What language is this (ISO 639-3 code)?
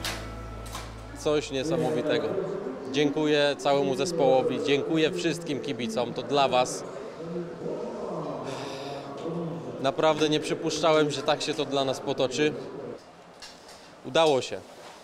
pol